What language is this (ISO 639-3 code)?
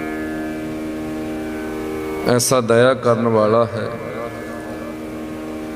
pan